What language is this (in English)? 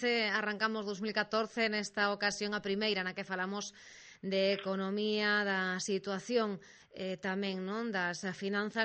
Galician